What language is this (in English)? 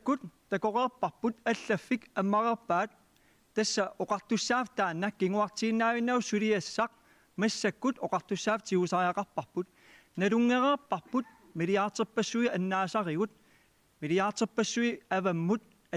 Kalaallisut